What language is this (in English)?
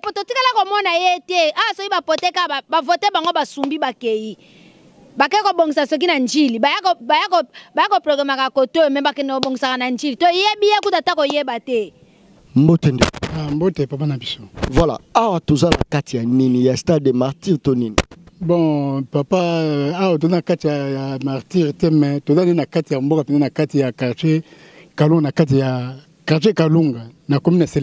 Lingala